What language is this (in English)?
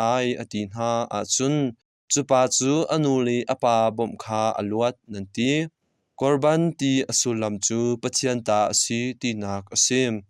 Hakha Chin